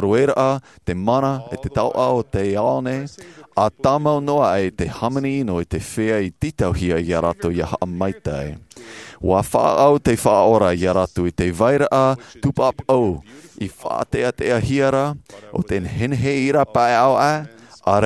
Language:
Tahitian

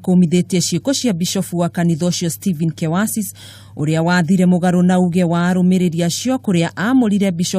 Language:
Kikuyu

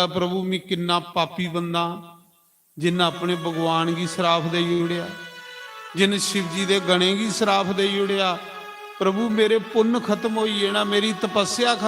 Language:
Dogri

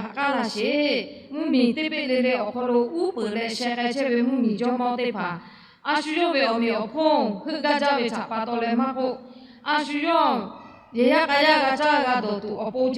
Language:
Lahu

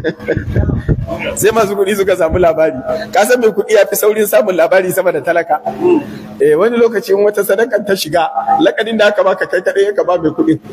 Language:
Hausa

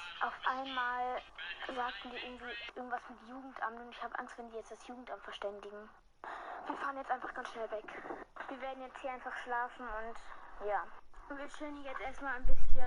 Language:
Bavarian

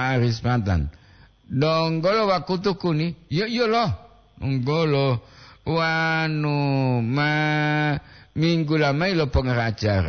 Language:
Gorontalo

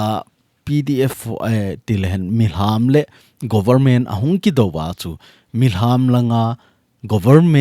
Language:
Thado Chin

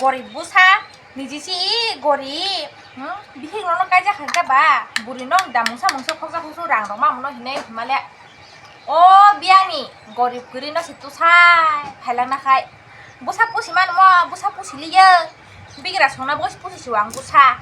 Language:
Kok Borok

